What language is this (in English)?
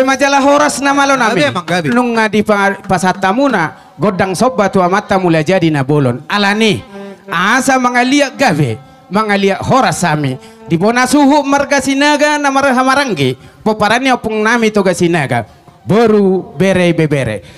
Batak Toba